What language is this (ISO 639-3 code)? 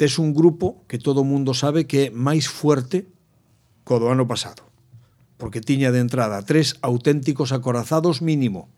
glg